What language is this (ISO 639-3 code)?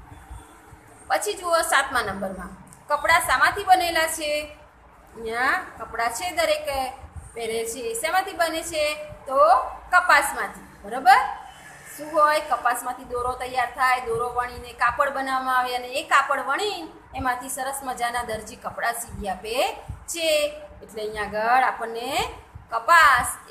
guj